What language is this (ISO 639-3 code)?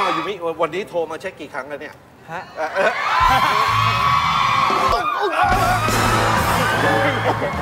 tha